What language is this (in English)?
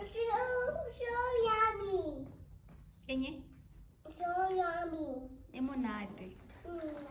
Tswana